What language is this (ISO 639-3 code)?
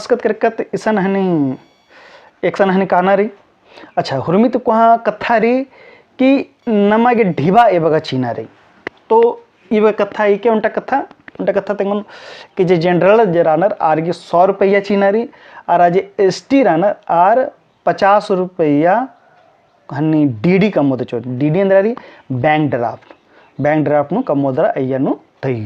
kru